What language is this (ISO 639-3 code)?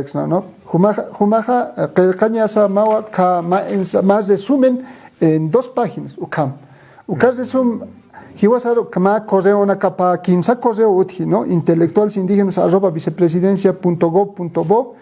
aym